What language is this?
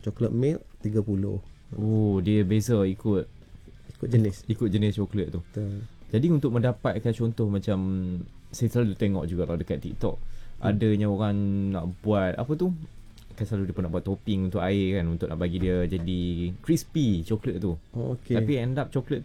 Malay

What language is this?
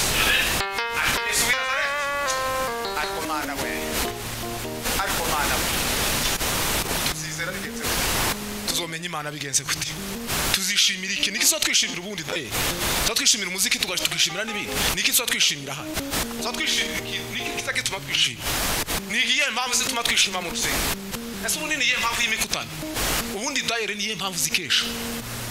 Kinyarwanda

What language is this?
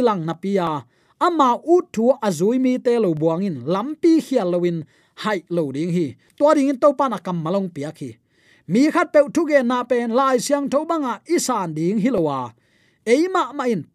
Tedim Chin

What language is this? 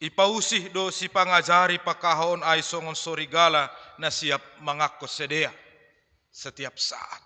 Batak Simalungun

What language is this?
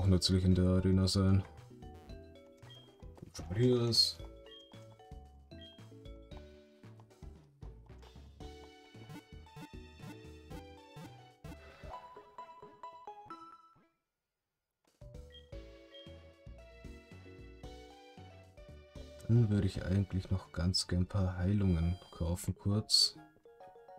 German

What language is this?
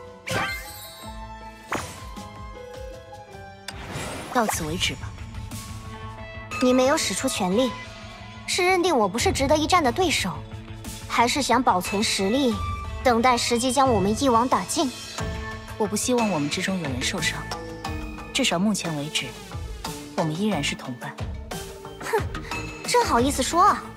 Chinese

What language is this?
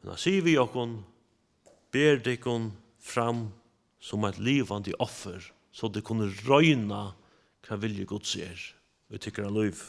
Faroese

